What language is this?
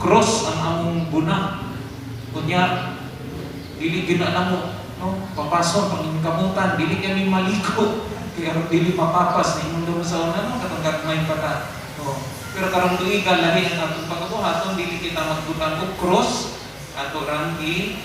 Cebuano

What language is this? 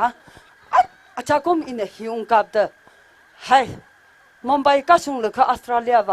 Tangkhul Naga (India)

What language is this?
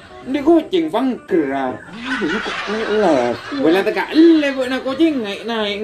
Madurese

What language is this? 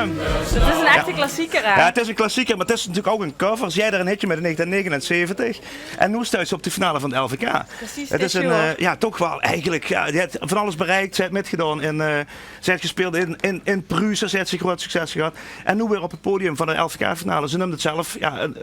Limburgish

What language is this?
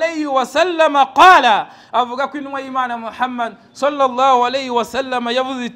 Kinyarwanda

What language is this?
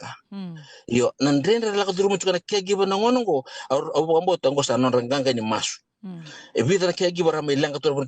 Fijian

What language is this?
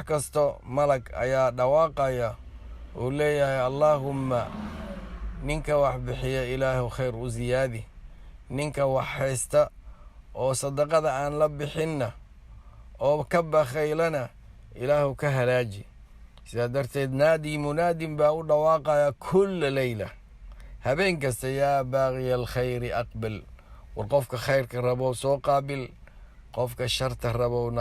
Somali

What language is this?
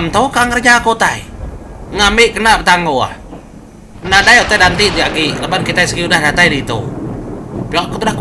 Iban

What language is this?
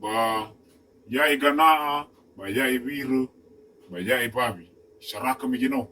Nias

